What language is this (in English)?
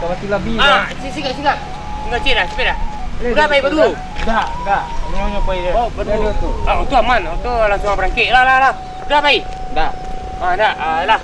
Minangkabau